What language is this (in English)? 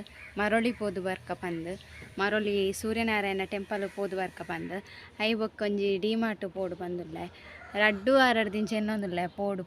Tulu